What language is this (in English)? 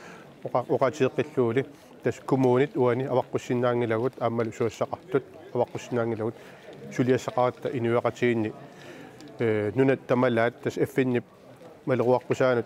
Kalaallisut